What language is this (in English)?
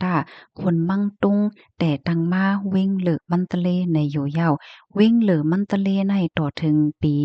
Shan